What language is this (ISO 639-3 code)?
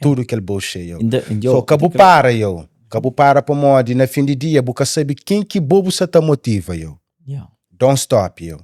kea